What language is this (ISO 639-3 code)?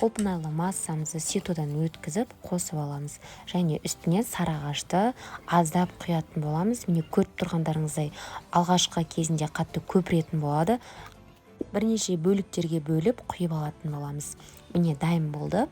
kaz